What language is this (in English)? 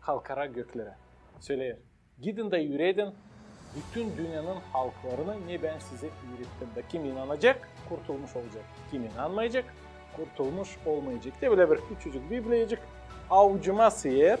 Gagauz